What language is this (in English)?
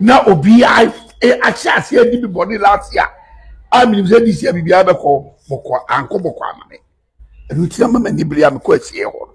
Akan